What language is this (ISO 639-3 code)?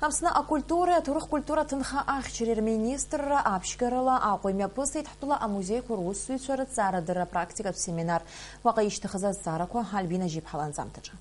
abk